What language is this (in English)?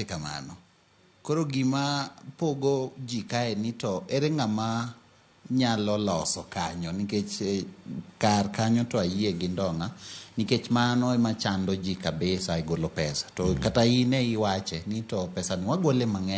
Luo (Kenya and Tanzania)